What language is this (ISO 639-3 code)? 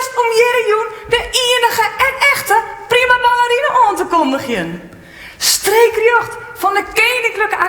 fry